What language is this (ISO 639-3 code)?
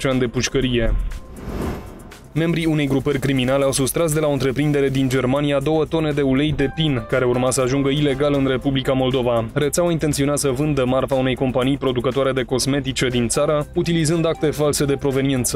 ron